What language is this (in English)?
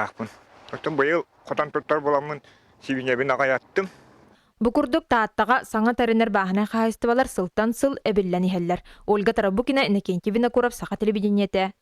Yakut